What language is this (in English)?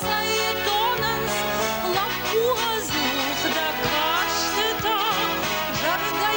Ossetic